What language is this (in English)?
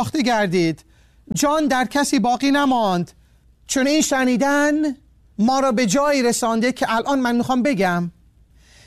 Persian